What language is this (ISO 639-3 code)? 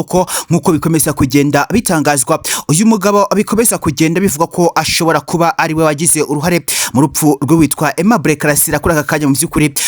kin